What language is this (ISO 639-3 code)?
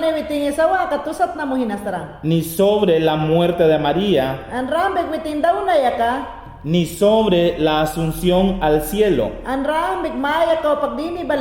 yan